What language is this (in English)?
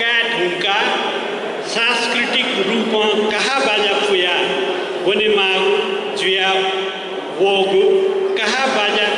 Newari